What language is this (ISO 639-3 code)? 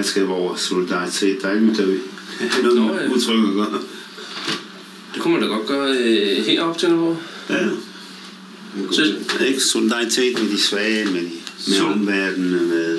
dan